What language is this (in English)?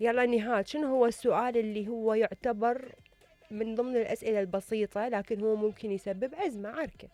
Mesopotamian Arabic